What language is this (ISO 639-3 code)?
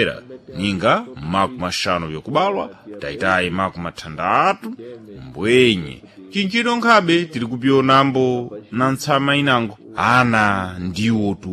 seh